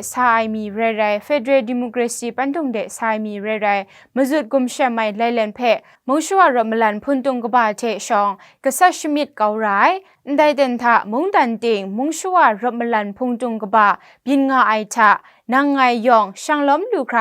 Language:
Kachin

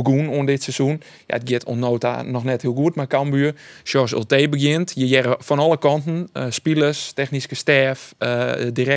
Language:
Western Frisian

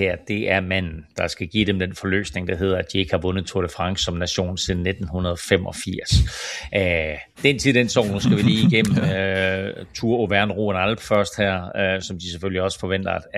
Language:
Danish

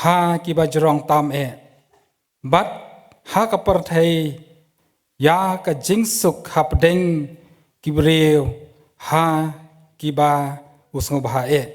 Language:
Khasi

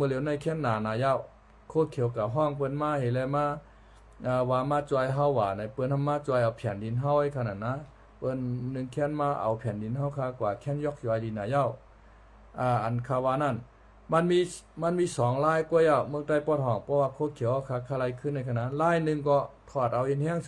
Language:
Shan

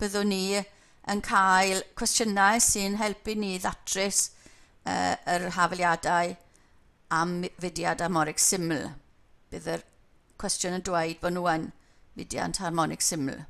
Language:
Welsh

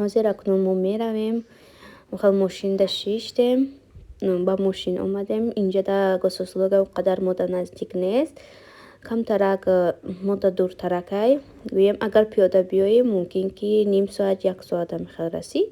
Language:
Tajik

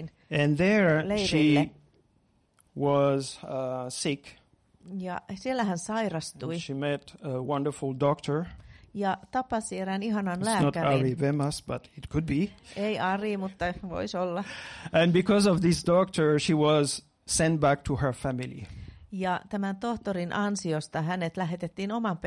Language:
Finnish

